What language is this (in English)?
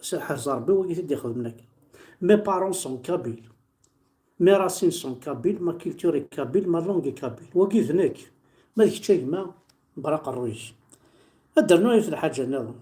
Kabyle